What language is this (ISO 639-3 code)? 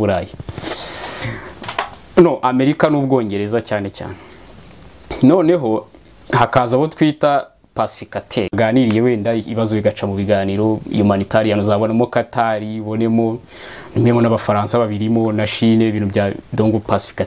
kin